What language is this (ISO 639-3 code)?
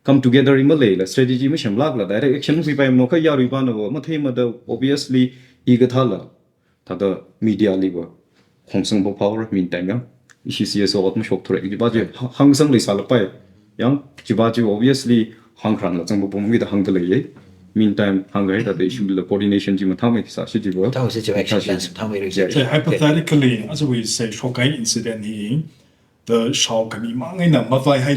nmf